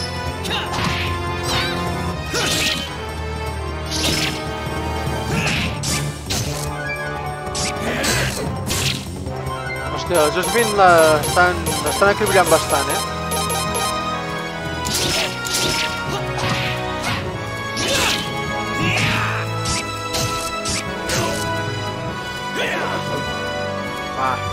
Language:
Catalan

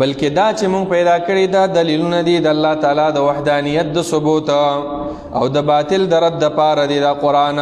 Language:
Pashto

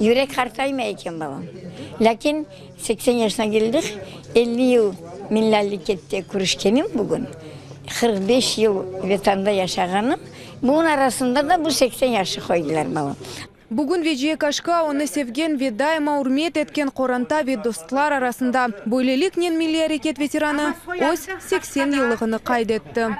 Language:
Crimean Tatar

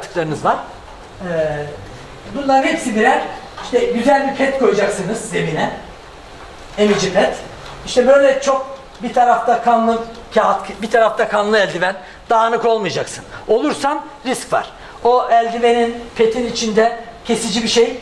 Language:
Turkish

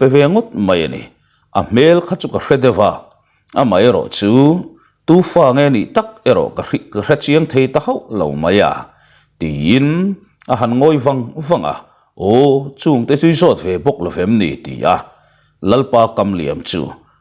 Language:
Mizo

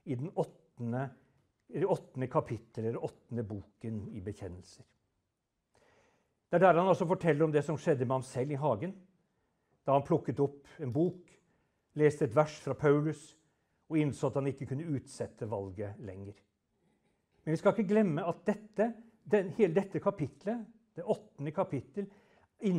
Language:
Norwegian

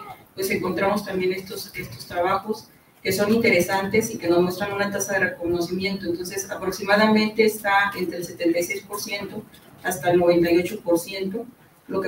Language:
Spanish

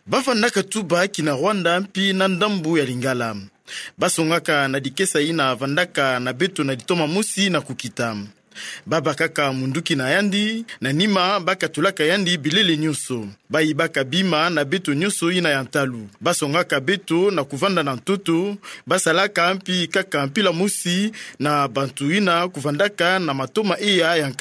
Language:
Kituba (Democratic Republic of Congo)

